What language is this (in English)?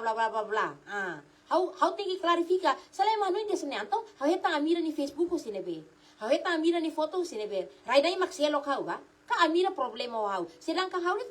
Tetum